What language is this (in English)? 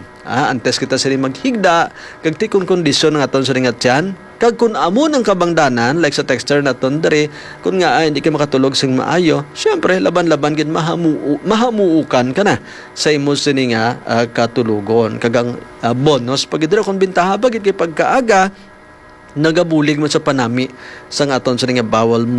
Hiligaynon